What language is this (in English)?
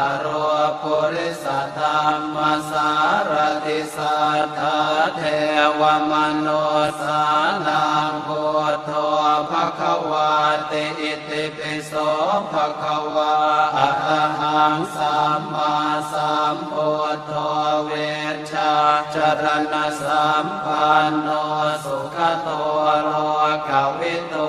Pali